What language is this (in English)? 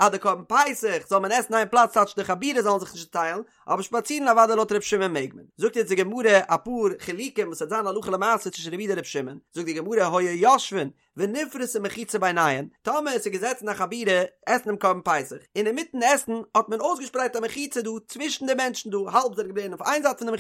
Yiddish